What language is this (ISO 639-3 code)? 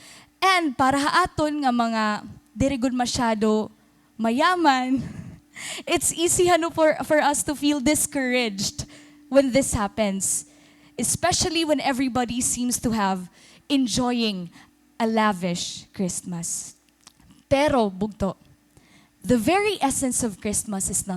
war